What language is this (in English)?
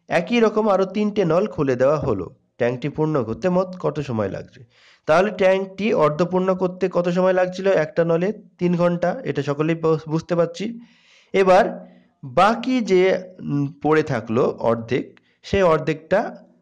Bangla